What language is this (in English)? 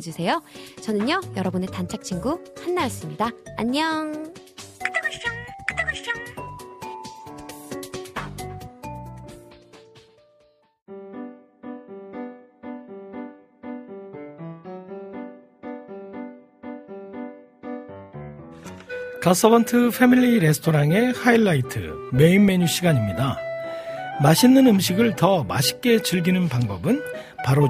Korean